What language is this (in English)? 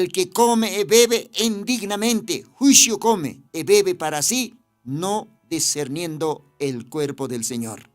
Aymara